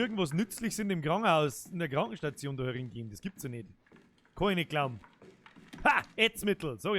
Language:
Bavarian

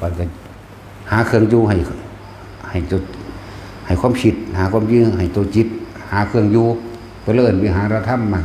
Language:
Northeastern Thai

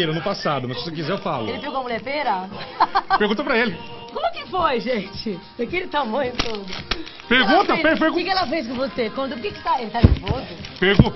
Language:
Portuguese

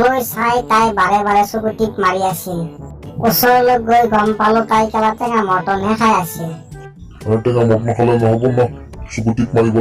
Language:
Assamese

